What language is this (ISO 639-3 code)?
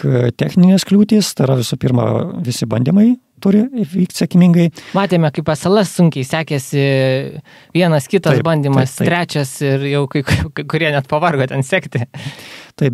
lit